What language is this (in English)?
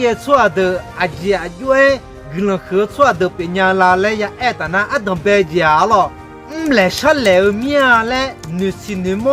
Akha